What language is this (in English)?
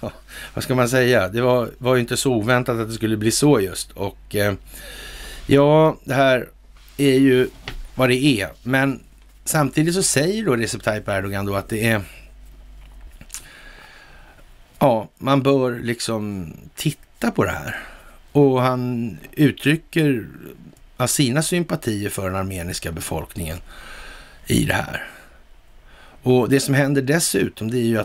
Swedish